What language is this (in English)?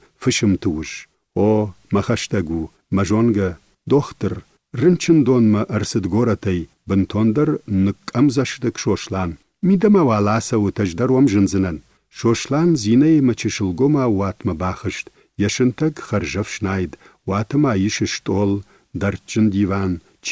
Ossetic